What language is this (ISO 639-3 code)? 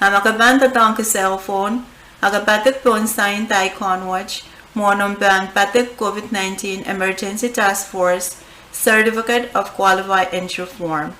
pon